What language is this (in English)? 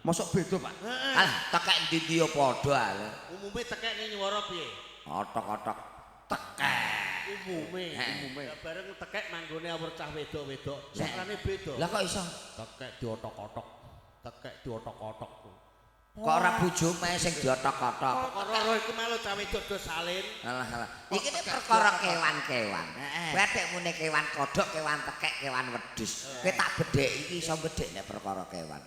Javanese